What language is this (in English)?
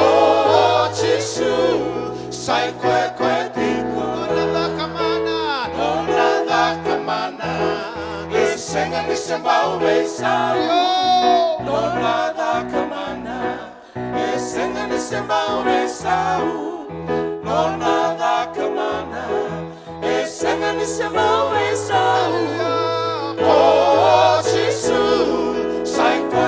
Fijian